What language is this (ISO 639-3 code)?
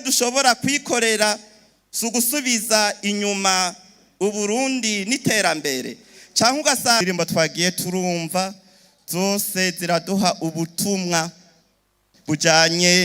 run